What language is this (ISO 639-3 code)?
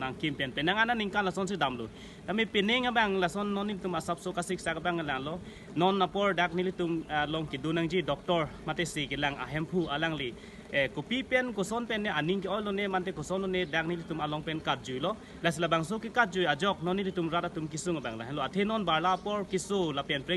mjw